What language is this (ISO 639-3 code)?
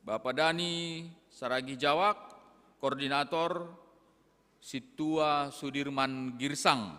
bts